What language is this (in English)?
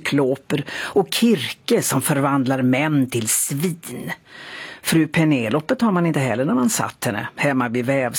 Swedish